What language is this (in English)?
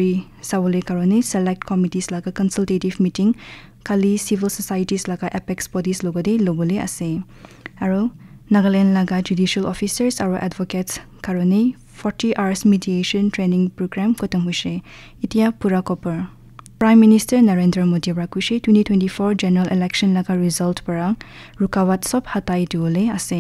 Naga Pidgin